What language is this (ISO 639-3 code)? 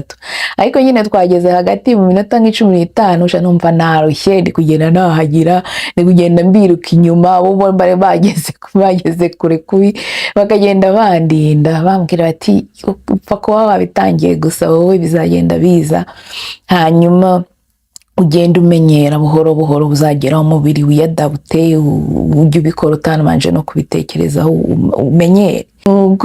kin